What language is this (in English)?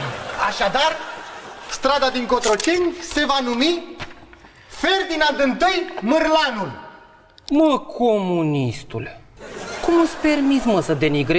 Romanian